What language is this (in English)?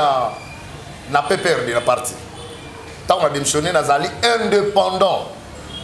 Lingala